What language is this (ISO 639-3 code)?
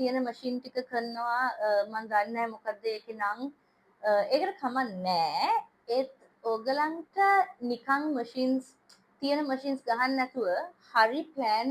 sin